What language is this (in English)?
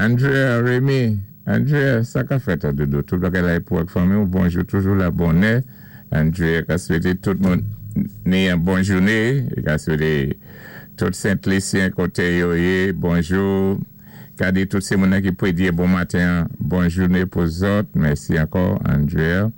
Saint Lucian Creole French